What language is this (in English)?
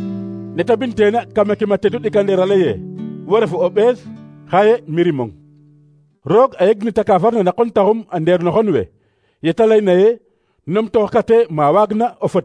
Serer